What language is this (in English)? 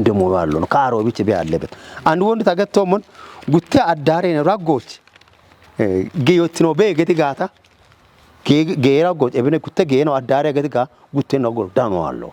Kafa